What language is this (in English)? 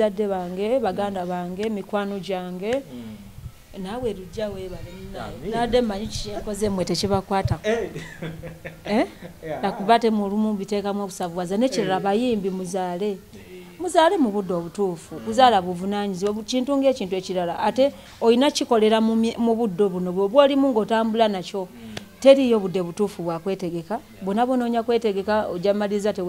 Ganda